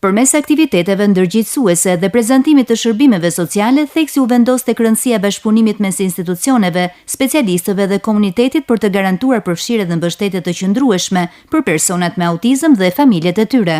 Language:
Albanian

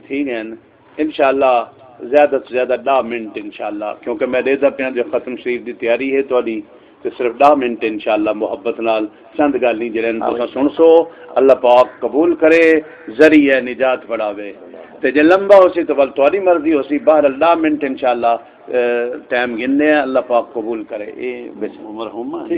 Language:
Saraiki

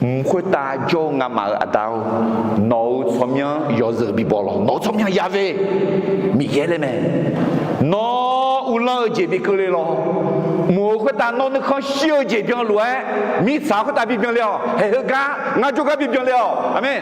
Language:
Akha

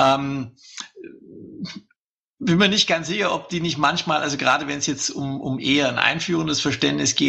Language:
German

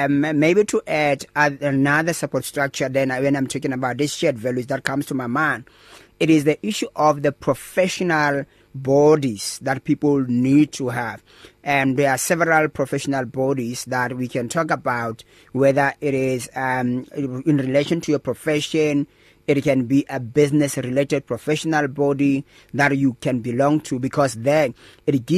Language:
English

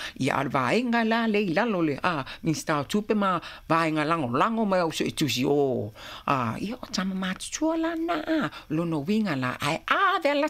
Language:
Samoan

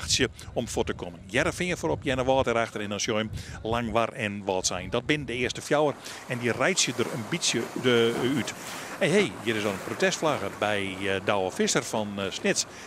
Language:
Western Frisian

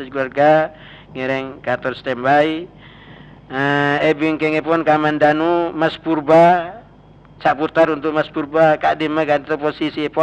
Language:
Madurese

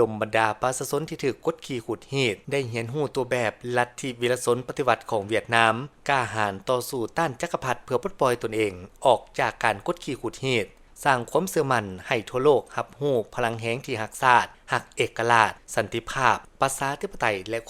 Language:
Lao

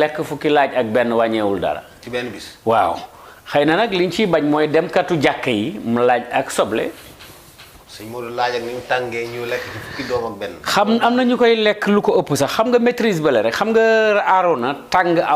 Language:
Wolof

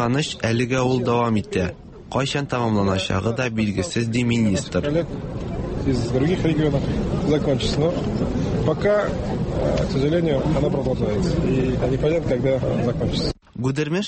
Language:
Tatar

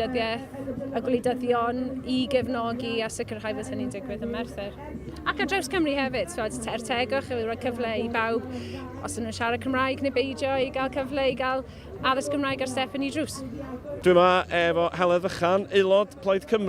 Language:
Welsh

